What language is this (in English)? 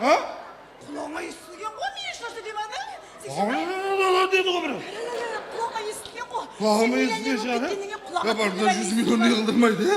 Kara-Kalpak